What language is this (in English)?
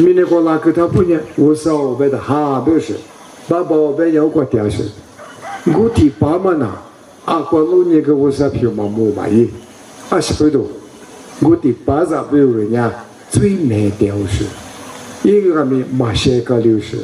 Lisu